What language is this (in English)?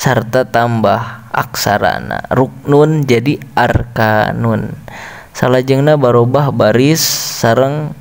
Sundanese